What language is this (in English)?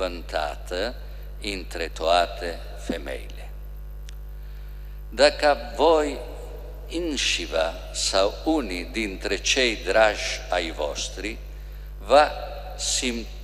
Romanian